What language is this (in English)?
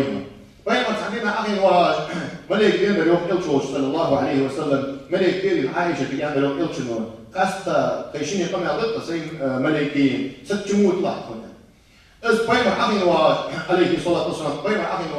Ingush